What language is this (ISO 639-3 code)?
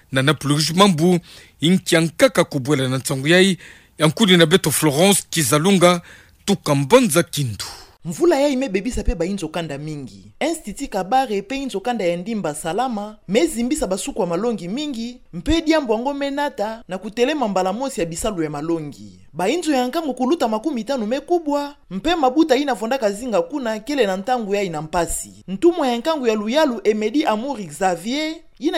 ktu